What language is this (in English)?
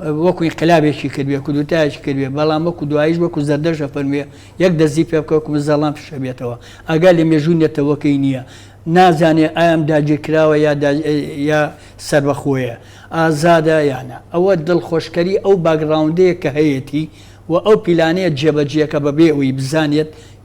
Central Kurdish